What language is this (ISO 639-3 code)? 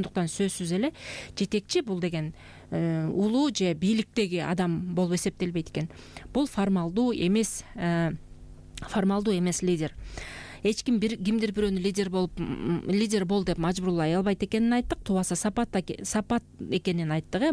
kir